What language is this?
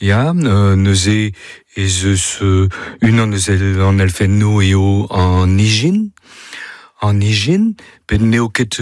Breton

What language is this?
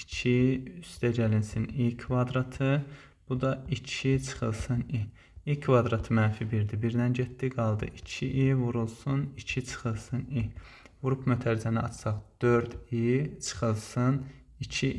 Azerbaijani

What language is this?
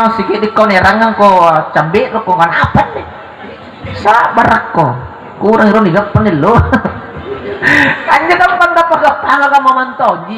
Makasar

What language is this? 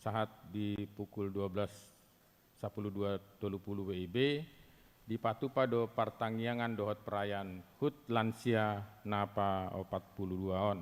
Batak Toba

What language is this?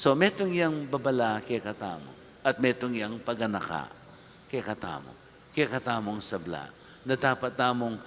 Pampanga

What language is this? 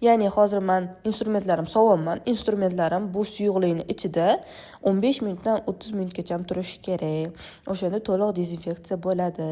Uzbek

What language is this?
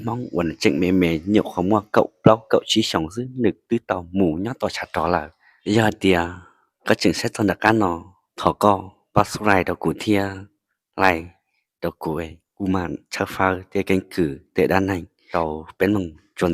Hmong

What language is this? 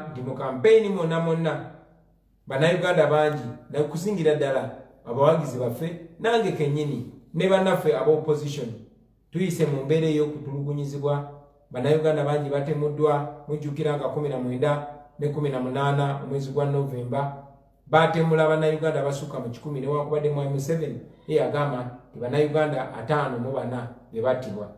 Ganda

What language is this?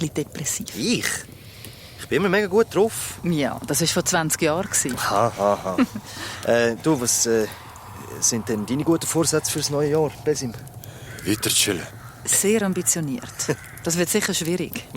Swiss German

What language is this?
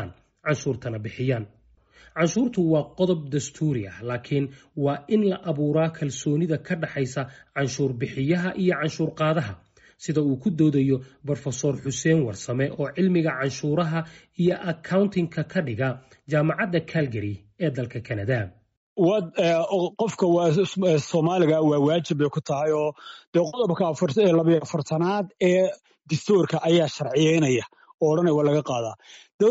Somali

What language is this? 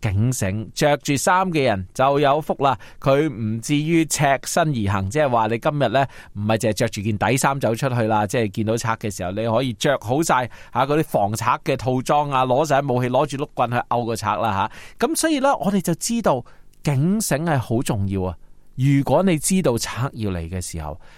Cantonese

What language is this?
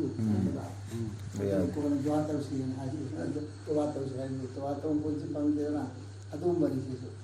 Manipuri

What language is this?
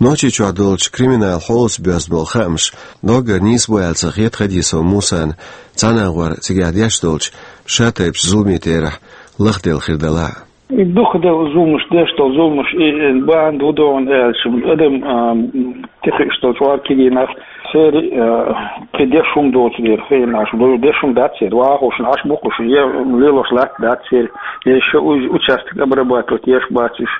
Chechen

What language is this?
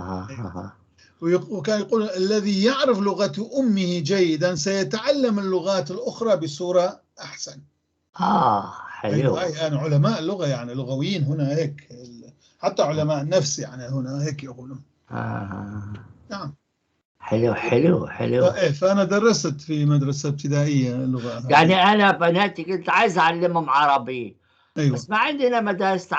North Levantine Arabic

